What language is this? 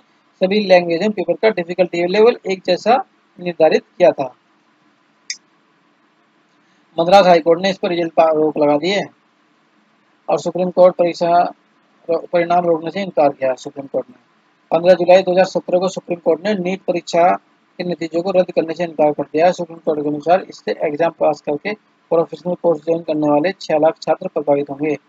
Hindi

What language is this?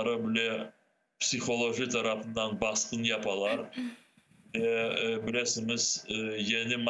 Crimean Tatar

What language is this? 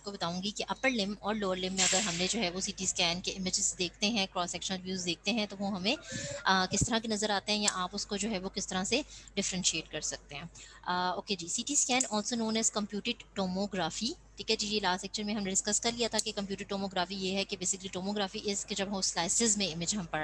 Hindi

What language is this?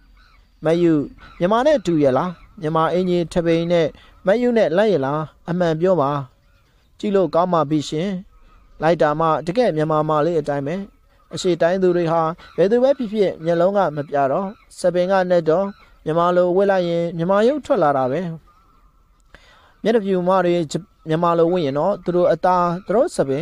Burmese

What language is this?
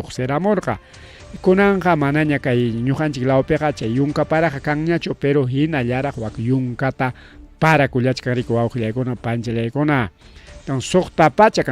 Ayacucho Quechua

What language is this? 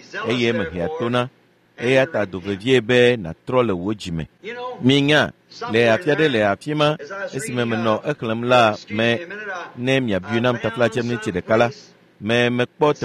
Ewe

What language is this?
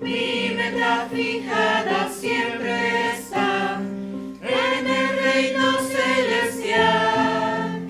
Aymara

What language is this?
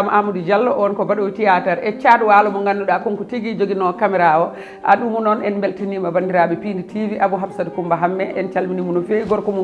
Fula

